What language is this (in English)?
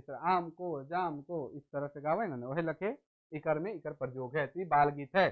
Sadri